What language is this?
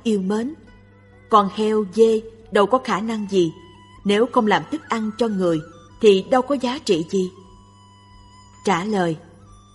Vietnamese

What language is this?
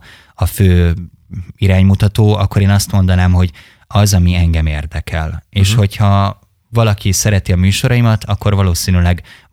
Hungarian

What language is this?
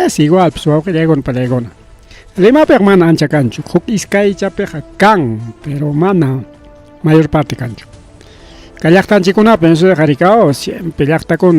Ayacucho Quechua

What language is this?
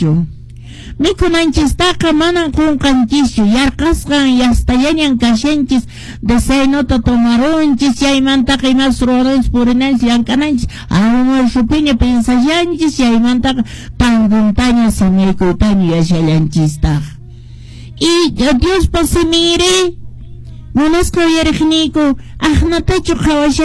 Quechua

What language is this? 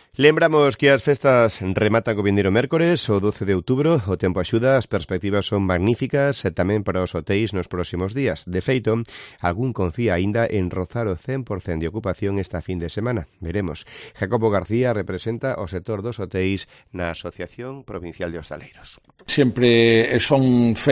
Galician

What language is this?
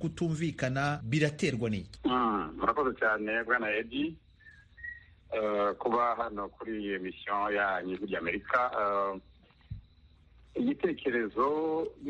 Kinyarwanda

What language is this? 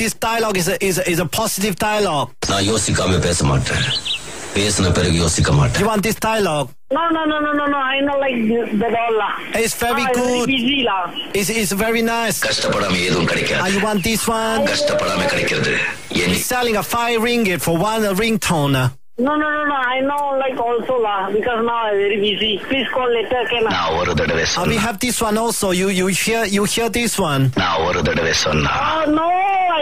Tamil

